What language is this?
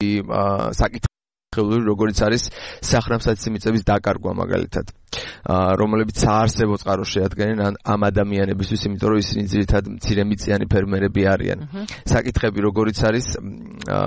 Georgian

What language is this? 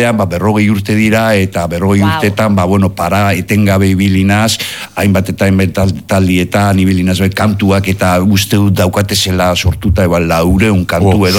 Basque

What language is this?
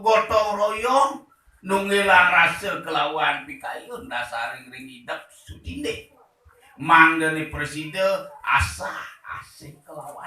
Balinese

